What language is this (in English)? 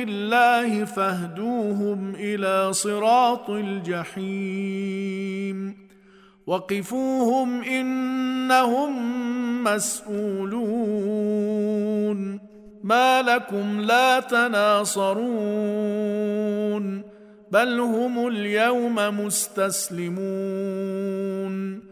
Arabic